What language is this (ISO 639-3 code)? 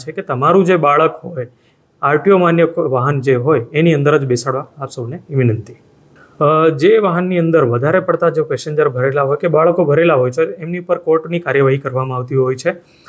guj